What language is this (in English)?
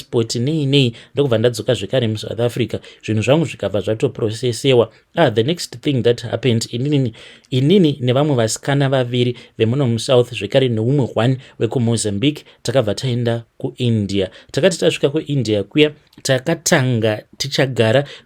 Shona